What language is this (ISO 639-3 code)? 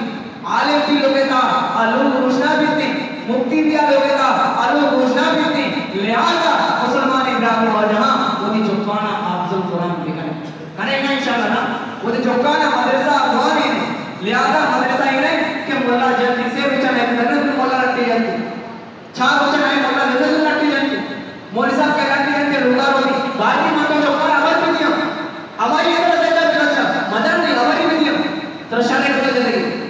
bgp